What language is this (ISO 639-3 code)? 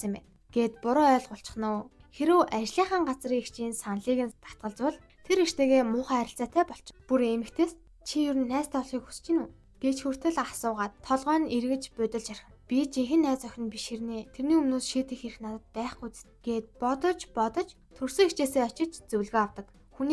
mon